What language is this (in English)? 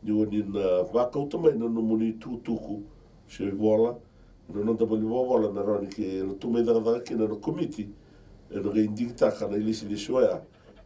Fijian